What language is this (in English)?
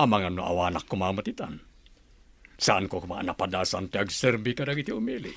Iloko